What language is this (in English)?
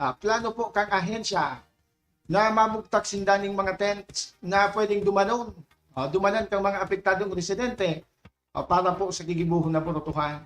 Bikol